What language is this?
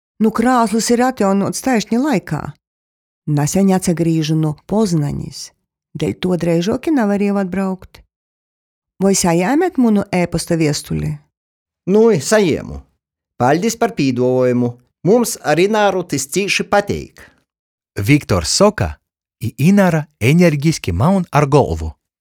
Latgalian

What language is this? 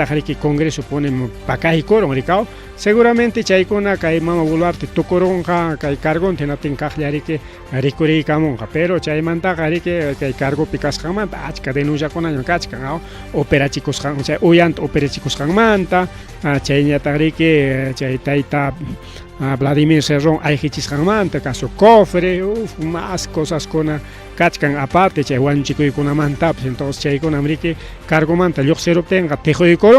Ayacucho Quechua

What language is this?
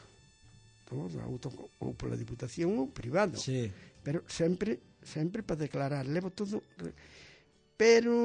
Galician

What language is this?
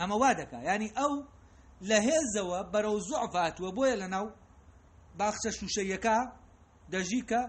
Central Kurdish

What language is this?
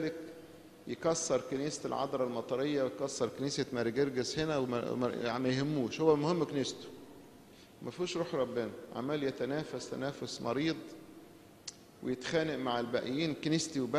Egyptian Arabic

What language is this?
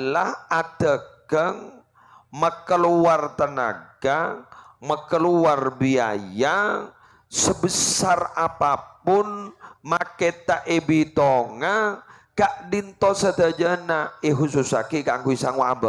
Madurese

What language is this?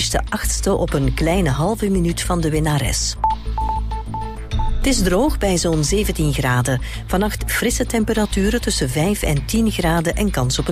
Dutch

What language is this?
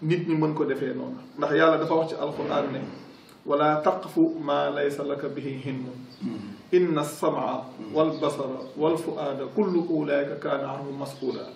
Wolof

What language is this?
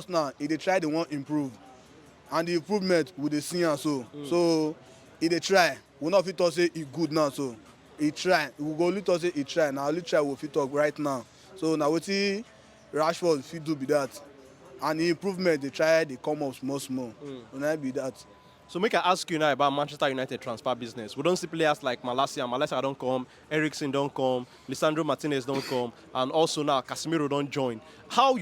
Nigerian Pidgin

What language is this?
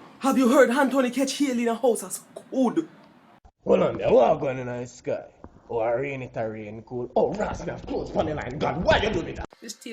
Jamaican Creole English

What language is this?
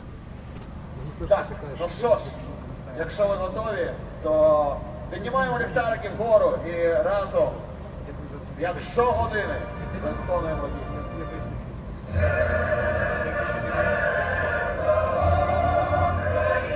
Ukrainian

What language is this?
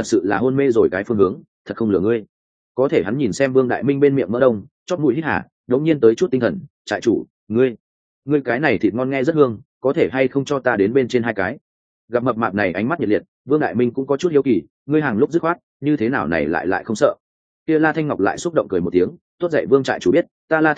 Vietnamese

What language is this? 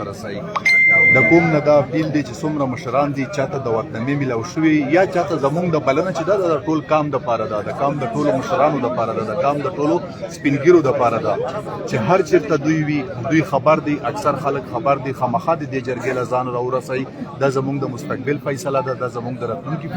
Pashto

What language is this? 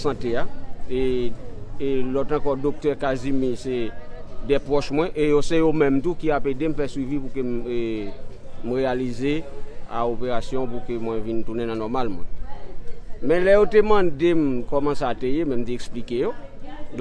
Haitian Creole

